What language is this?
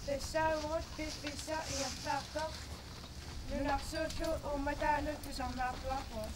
Kalaallisut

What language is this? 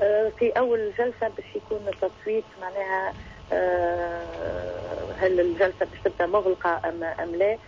Tunisian Arabic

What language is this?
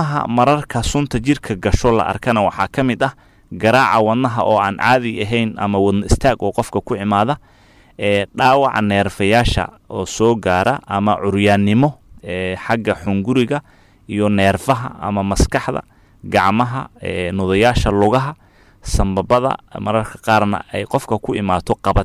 Somali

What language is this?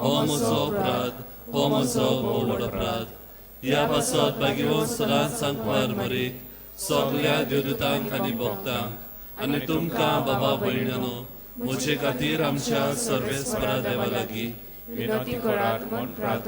Konkani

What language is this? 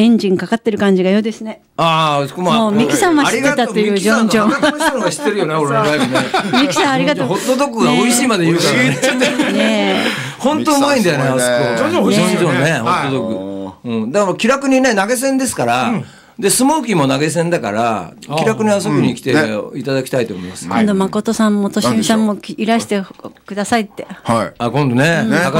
Japanese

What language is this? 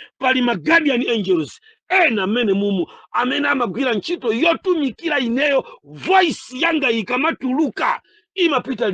Nyanja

